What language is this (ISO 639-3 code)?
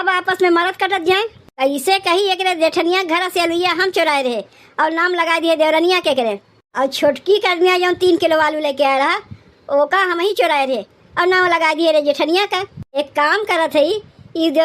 awa